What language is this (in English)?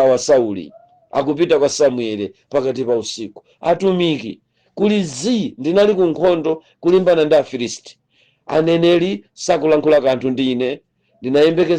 Nyanja